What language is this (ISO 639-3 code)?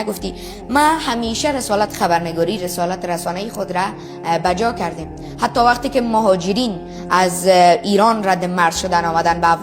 tgk